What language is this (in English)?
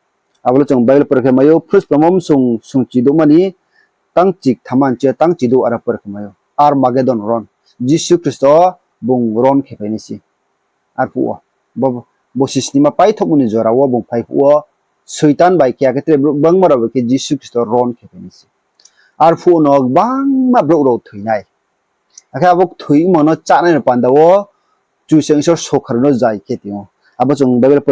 Riang (India)